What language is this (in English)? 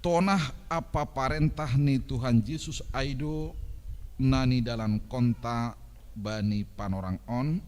Batak Simalungun